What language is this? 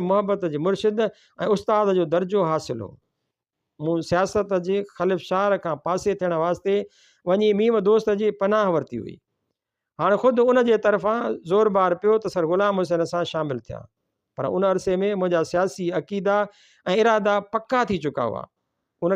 Sindhi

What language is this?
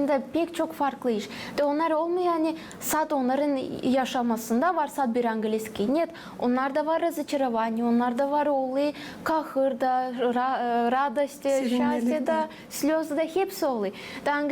Gagauz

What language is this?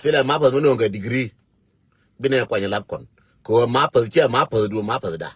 Nuer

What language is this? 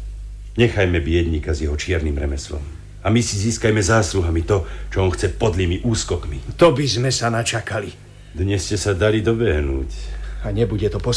Slovak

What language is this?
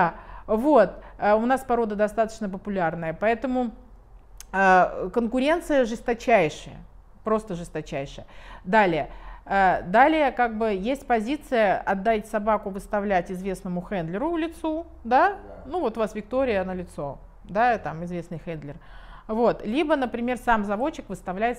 Russian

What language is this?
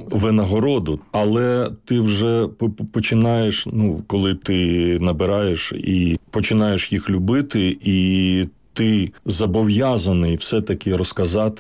Ukrainian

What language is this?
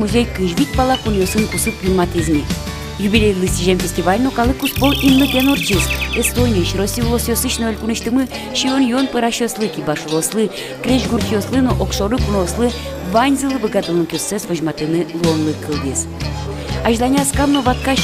Udmurt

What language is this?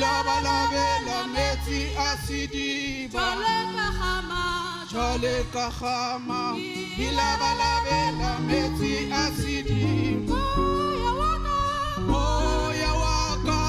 Southern Sotho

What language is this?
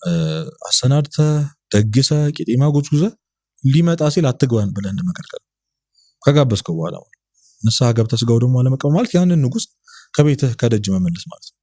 Amharic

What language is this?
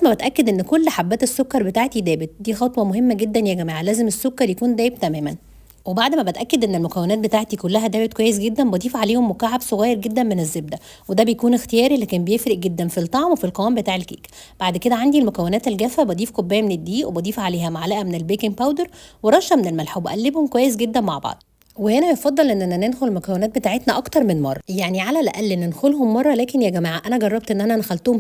Egyptian Arabic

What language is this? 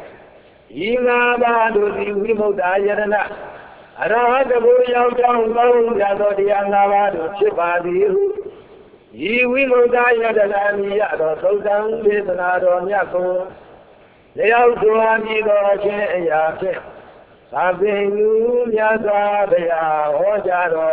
Burmese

